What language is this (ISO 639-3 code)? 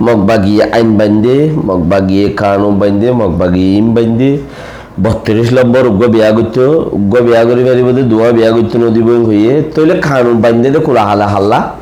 rhg